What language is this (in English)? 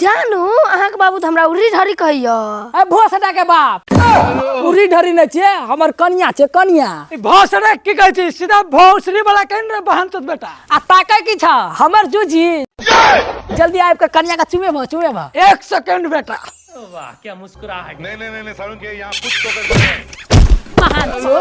Maithili